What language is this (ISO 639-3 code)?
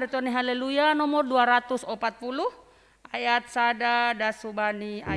bts